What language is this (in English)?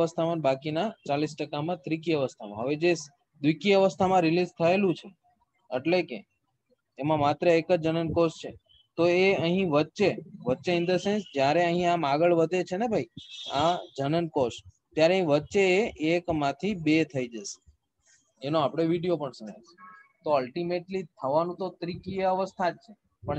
Gujarati